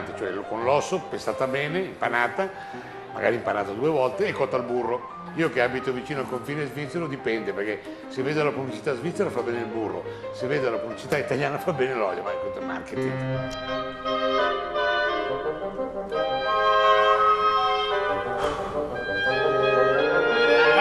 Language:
Italian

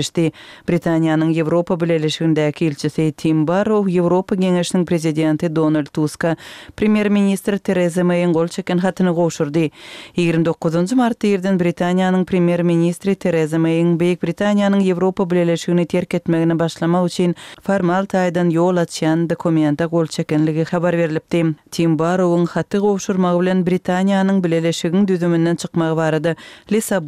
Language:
Kyrgyz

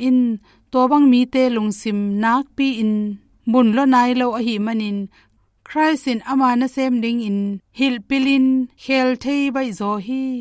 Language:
Tedim Chin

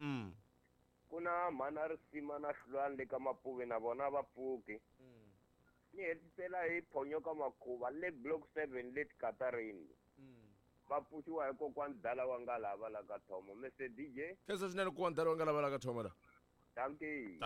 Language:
Tsonga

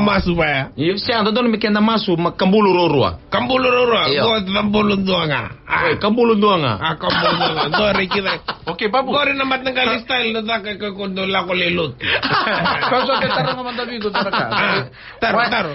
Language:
Fijian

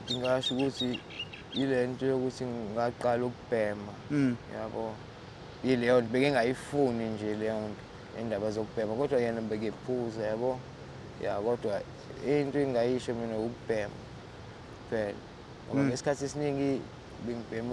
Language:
Zulu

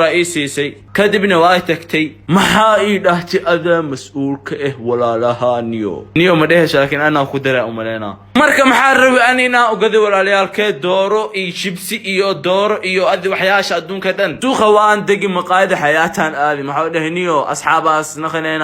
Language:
Somali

